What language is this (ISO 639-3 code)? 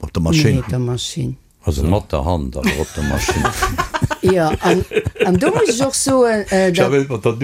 ltz